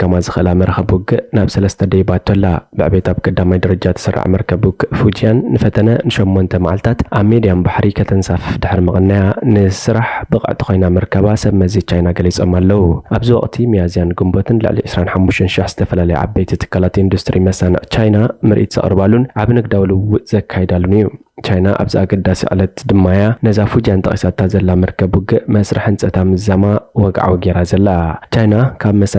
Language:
Tigrinya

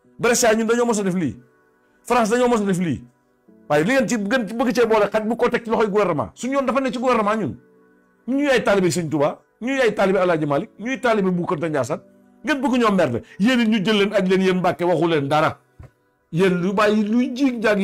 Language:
Wolof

